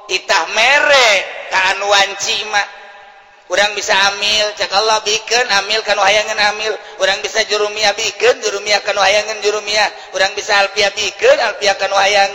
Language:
Sundanese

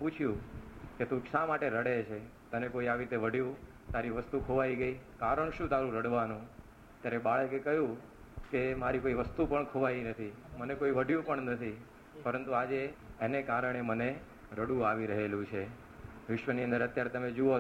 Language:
Gujarati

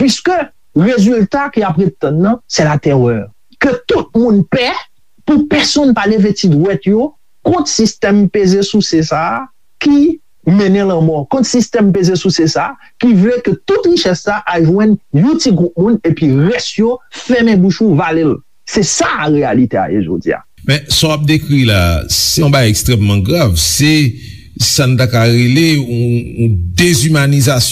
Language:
Haitian Creole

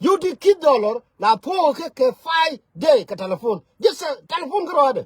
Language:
Nuer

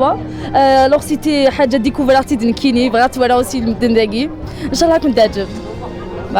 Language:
Kabyle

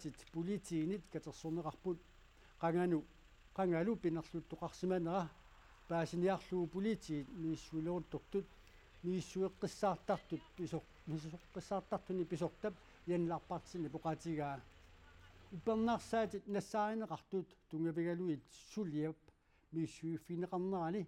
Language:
Kalaallisut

